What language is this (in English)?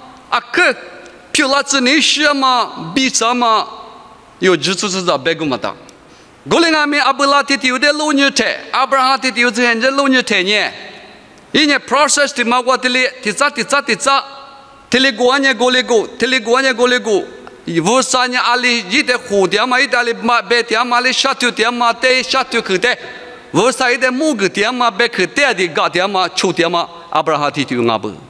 Lisu